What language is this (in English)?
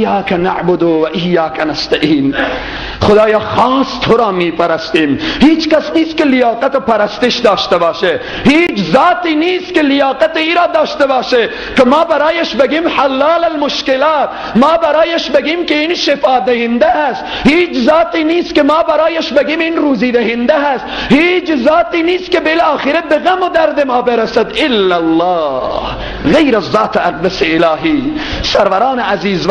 Persian